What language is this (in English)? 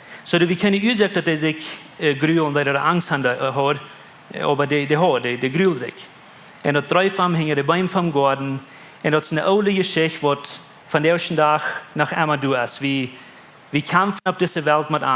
Plautdietsch